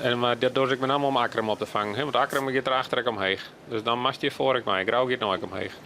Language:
Western Frisian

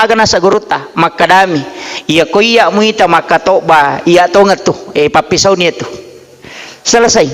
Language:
Buginese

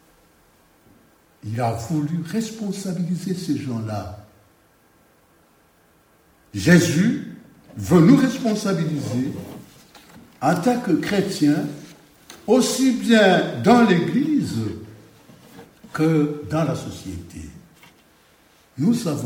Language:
French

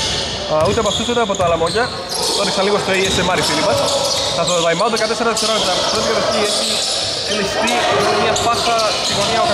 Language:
Greek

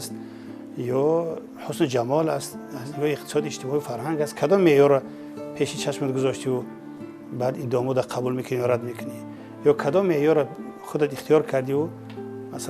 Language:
Tajik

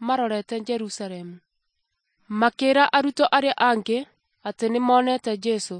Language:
Kikuyu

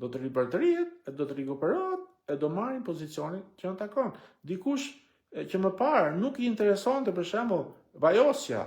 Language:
Albanian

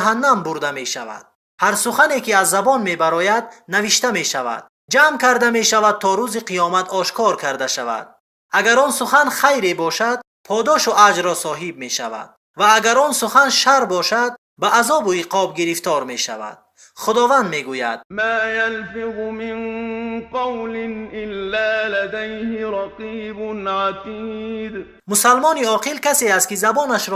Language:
Tajik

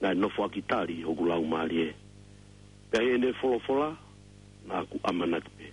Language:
Tongan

